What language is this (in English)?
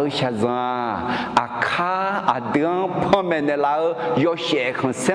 Akha